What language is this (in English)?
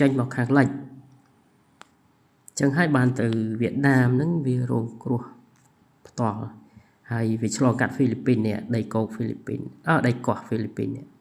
Khmer